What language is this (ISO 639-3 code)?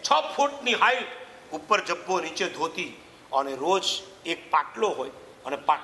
guj